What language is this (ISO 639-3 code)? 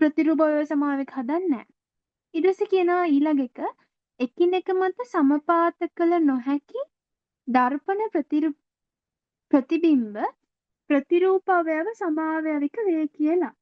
sin